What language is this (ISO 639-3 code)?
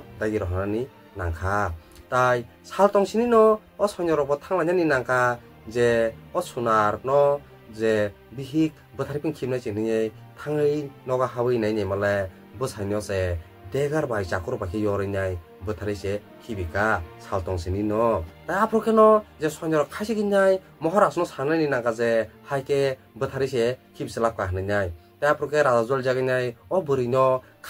trp